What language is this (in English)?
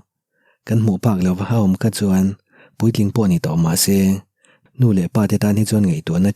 Mizo